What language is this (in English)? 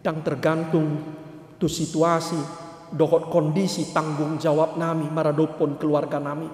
Batak Toba